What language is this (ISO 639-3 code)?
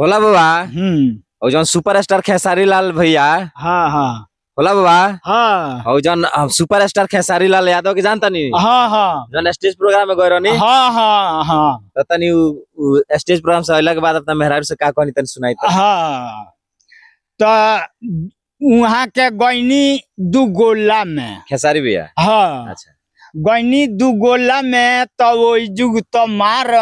bho